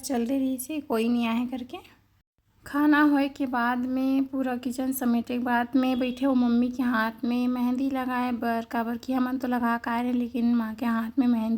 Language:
Chhattisgarhi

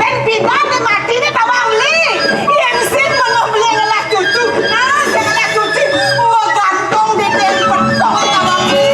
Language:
Balinese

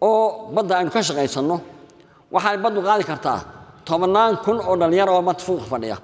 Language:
Somali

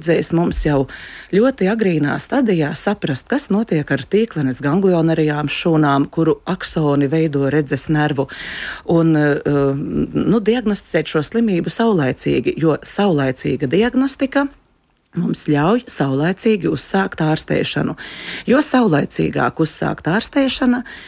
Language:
Latvian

